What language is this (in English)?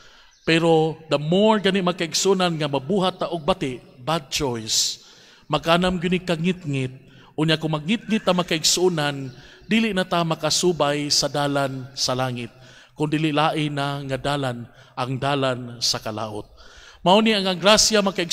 Cebuano